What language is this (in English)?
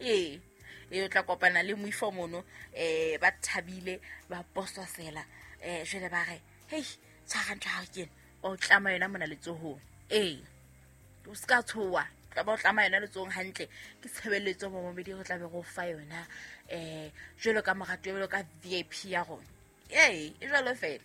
Southern Sotho